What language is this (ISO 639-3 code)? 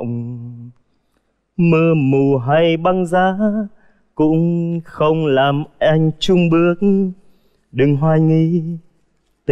vie